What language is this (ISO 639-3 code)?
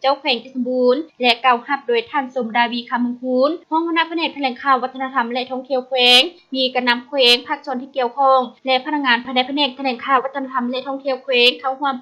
lao